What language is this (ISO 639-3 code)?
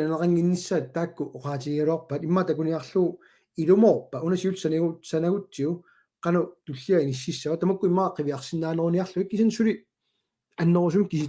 kal